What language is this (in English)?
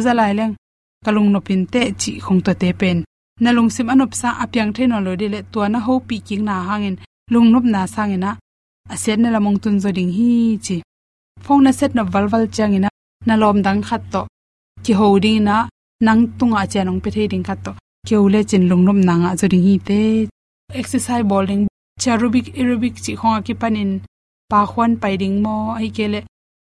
Tedim Chin